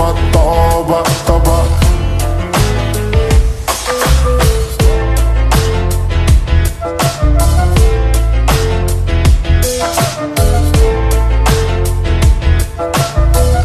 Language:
Punjabi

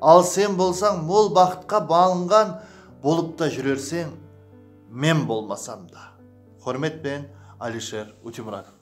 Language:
Kara-Kalpak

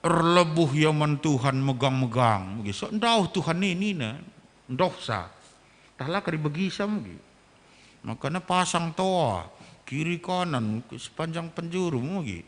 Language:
Batak Karo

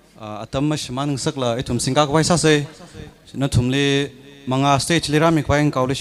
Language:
Tangkhul Naga (India)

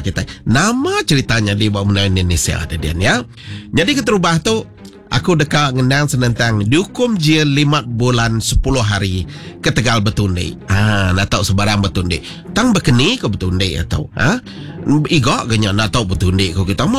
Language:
Iban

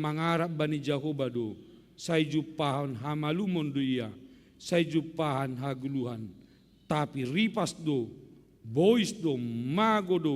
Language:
Batak Simalungun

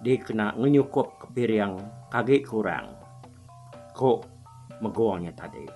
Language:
Iban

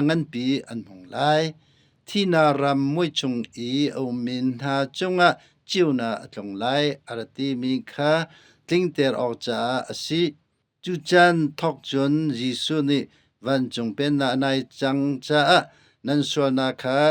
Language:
Hakha Chin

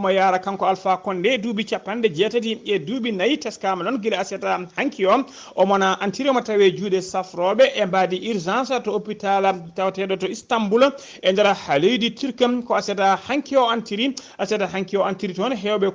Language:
Fula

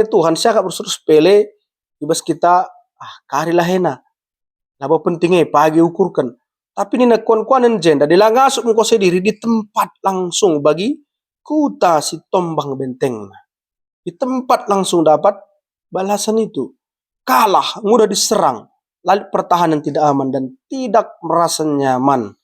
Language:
Batak Karo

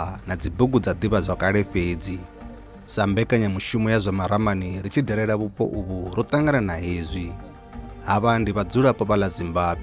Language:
Venda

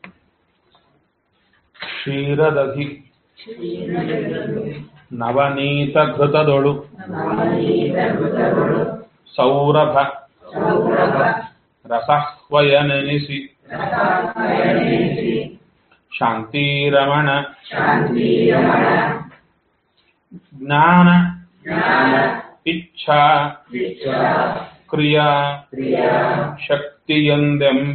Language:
Kannada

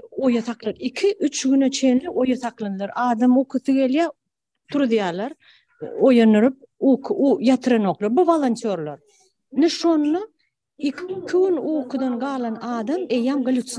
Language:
Turkmen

